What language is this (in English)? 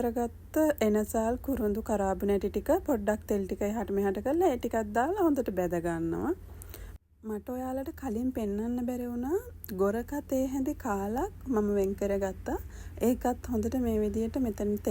Sinhala